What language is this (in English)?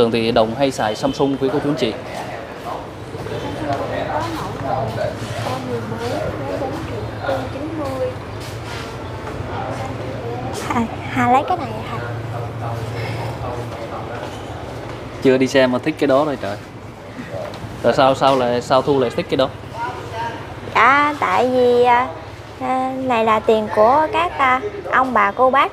Vietnamese